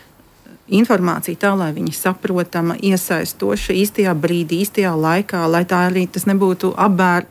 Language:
Latvian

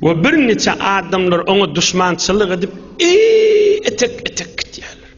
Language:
Turkmen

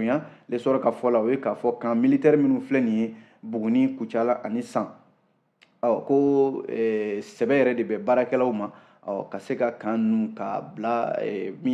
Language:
Bambara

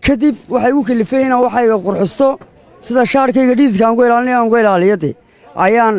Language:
Somali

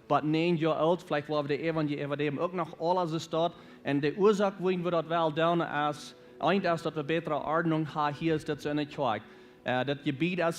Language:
Plautdietsch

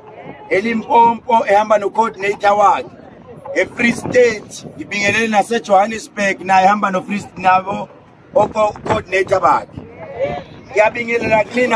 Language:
Zulu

